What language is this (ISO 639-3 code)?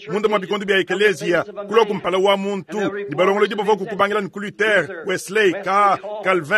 lua